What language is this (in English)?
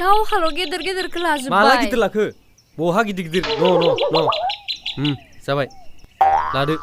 Bodo